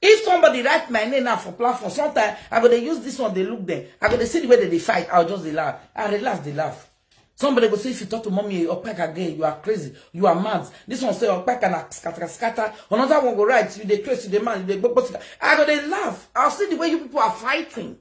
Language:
Nigerian Pidgin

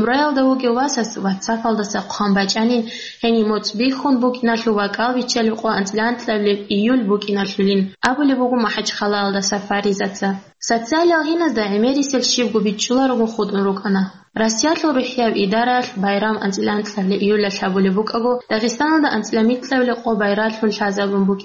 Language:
Avaric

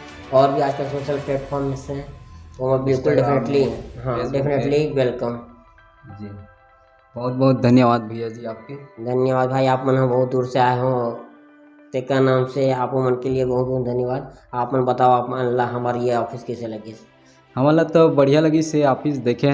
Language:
Chhattisgarhi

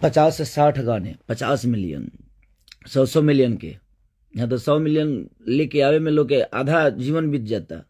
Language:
Bhojpuri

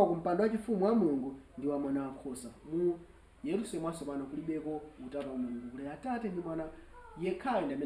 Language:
Nyanja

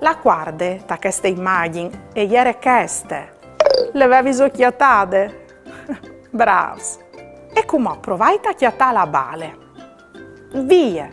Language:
Friulian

